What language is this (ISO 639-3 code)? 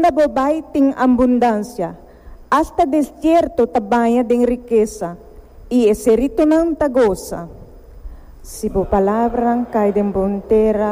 pap